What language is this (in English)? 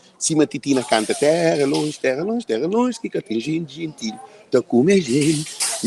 Kabuverdianu